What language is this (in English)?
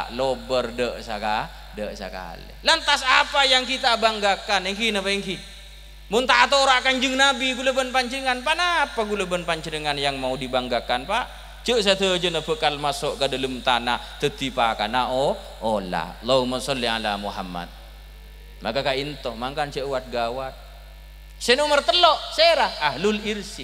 Madurese